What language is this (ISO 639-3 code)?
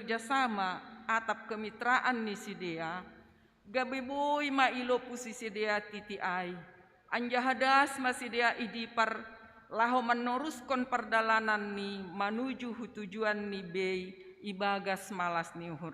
bts